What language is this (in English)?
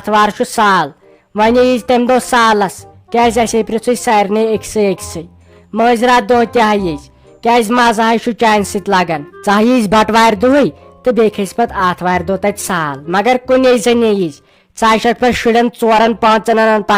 Kashmiri